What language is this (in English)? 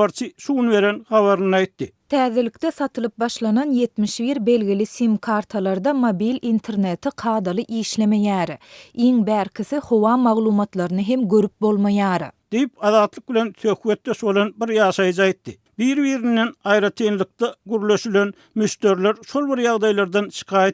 Turkmen